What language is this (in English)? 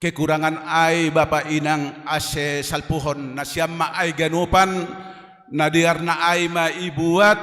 Batak Simalungun